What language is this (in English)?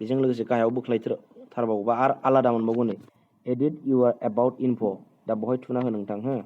Bodo